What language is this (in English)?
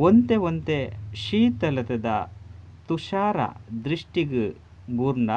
Tulu